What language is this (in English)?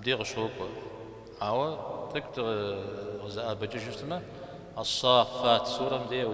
Kabardian